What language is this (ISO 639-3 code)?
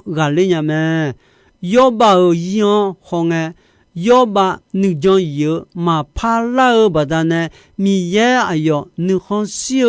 ahk